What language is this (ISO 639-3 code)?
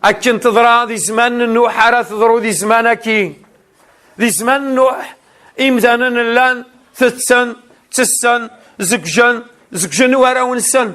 kab